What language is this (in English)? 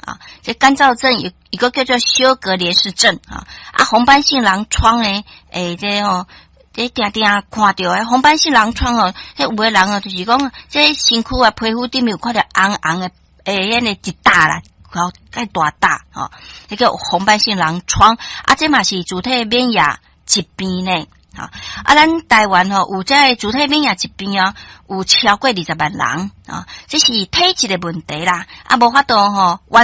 Min Nan Chinese